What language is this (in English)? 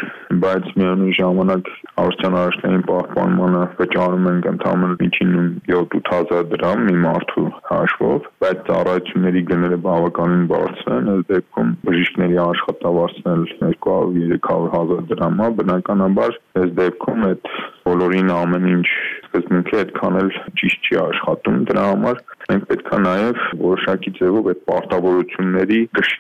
Armenian